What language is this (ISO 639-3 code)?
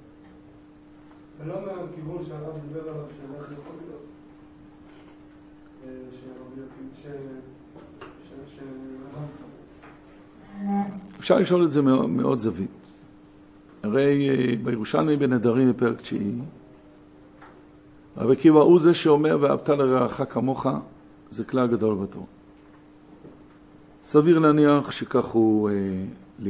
heb